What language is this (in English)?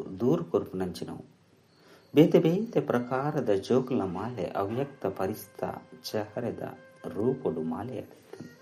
Tulu